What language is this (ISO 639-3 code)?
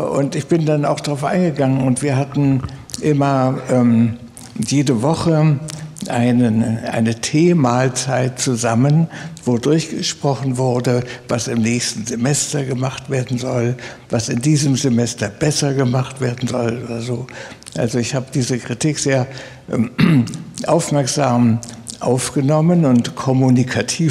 deu